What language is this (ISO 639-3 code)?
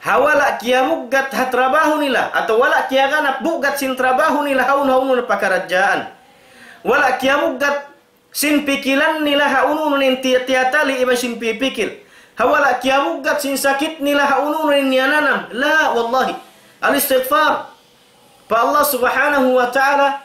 tsg